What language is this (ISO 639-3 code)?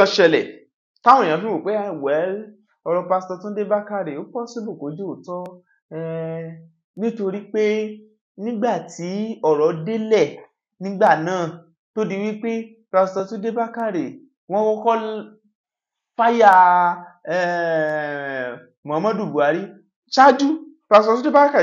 yor